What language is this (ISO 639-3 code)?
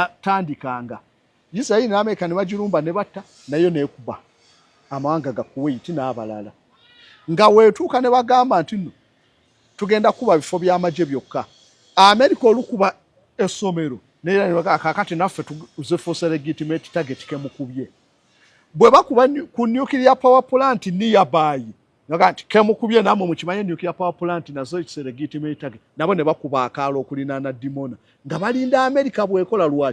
lug